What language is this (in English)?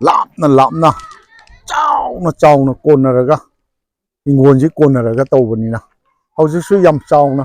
Manipuri